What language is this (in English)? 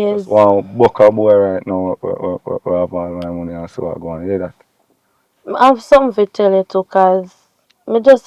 Jamaican Creole English